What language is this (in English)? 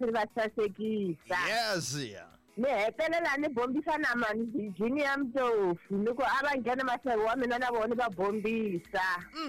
Tsonga